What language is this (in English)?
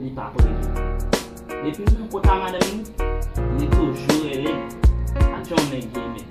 Haitian Creole